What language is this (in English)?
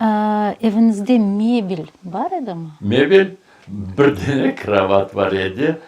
Crimean Tatar